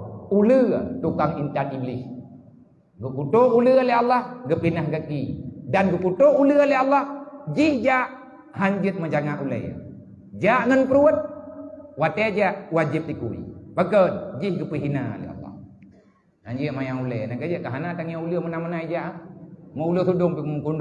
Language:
Achinese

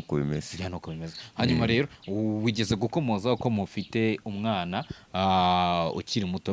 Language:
Kinyarwanda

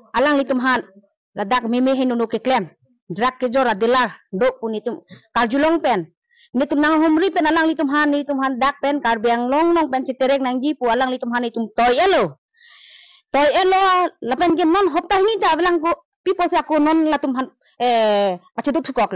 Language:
Karbi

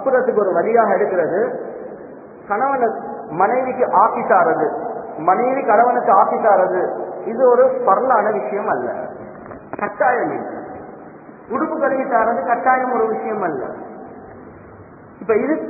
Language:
Tamil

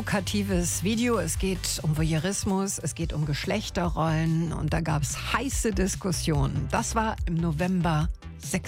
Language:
German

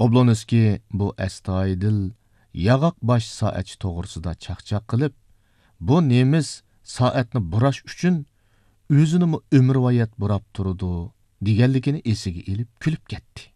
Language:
Uyghur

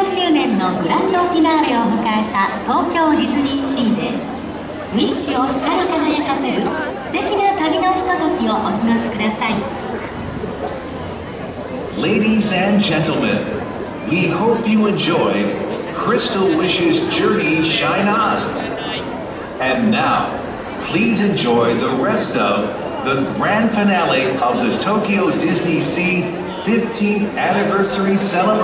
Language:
Japanese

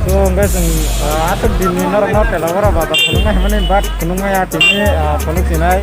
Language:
Kok Borok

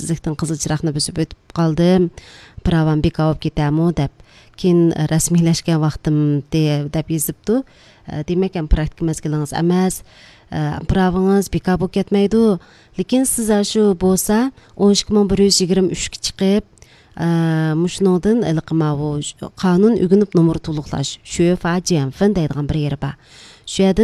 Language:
Uyghur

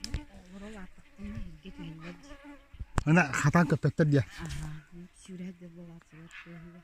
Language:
Yakut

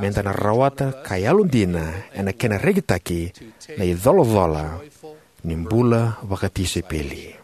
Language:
Fijian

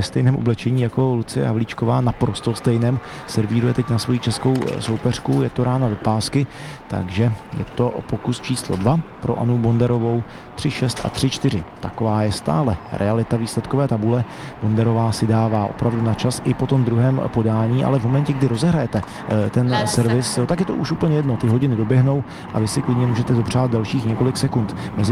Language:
Czech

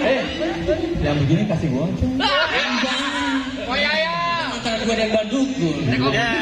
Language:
Betawi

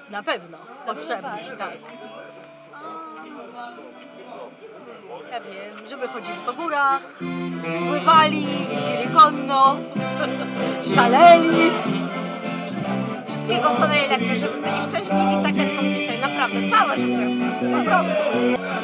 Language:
Polish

